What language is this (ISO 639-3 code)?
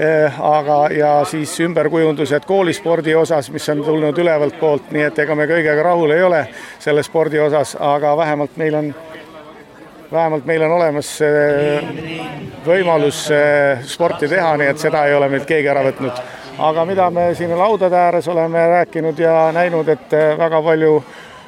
est